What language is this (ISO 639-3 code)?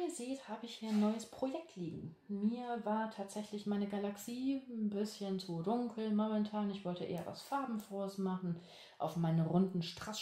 deu